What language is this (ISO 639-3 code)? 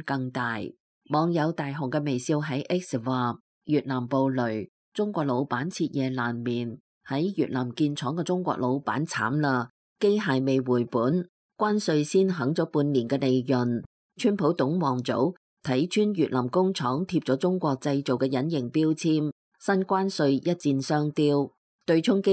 yue